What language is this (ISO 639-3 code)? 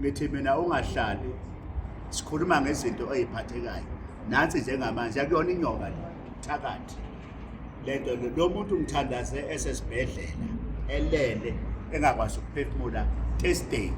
zul